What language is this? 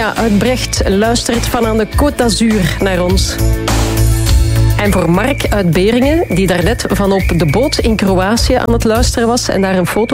Dutch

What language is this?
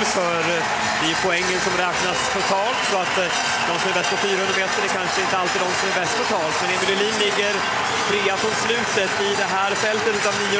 Swedish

